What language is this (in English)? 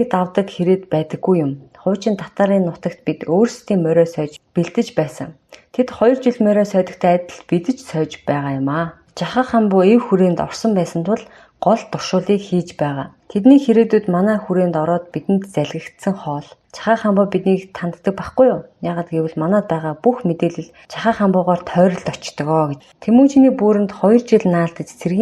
Mongolian